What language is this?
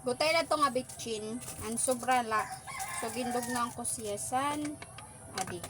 Waray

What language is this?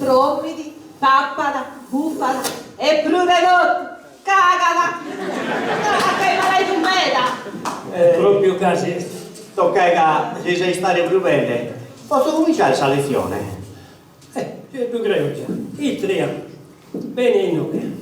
Sardinian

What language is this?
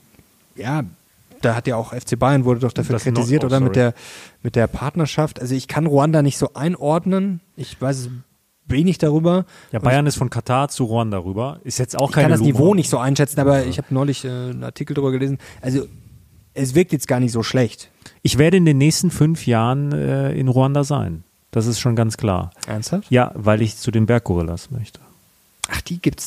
German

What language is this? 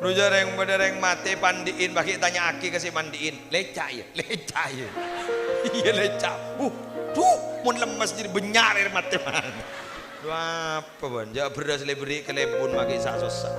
Madurese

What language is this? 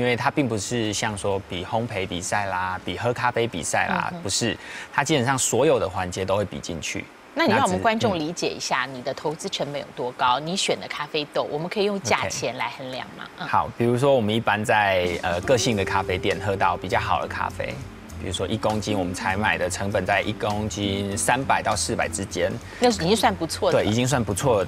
Chinese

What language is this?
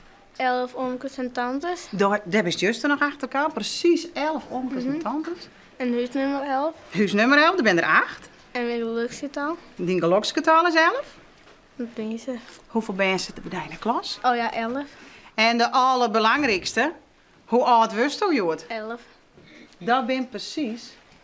Western Frisian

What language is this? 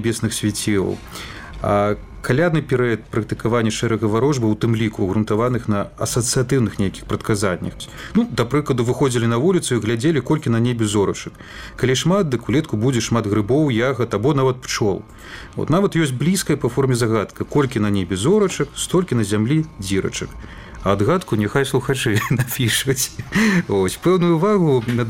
Belarusian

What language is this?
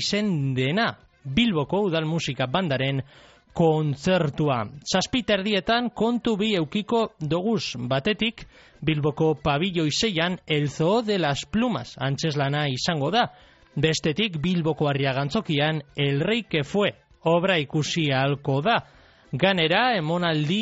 Basque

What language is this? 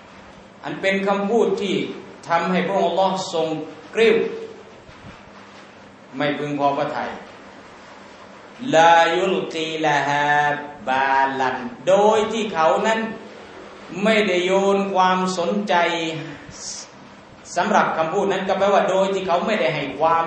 Thai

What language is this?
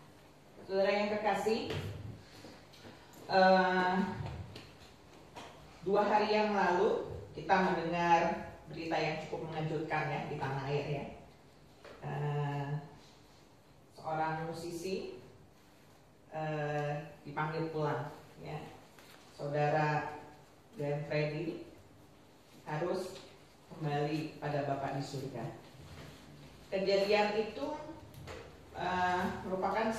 Indonesian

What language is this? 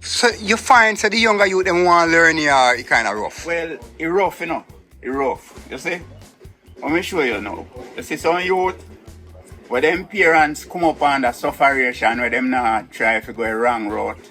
Jamaican Creole English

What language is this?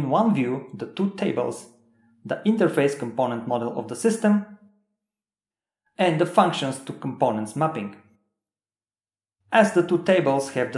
English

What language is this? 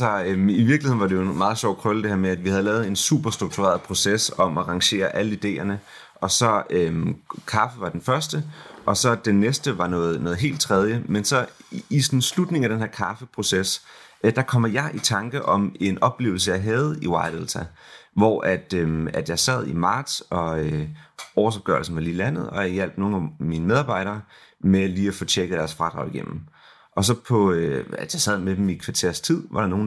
Danish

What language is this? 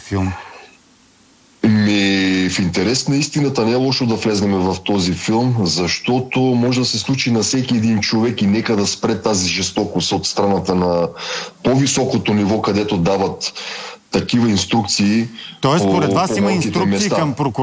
Bulgarian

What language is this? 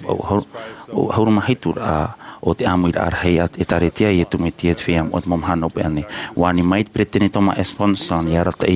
Tahitian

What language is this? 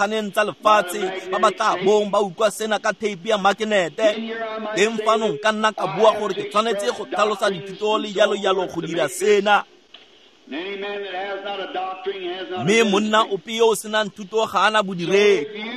Tswana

